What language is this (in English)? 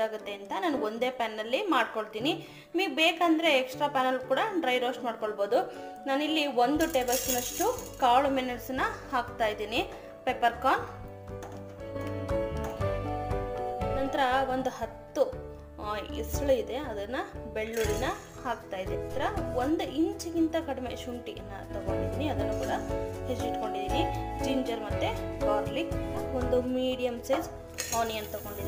Kannada